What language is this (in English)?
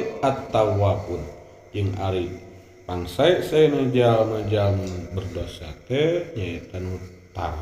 Sundanese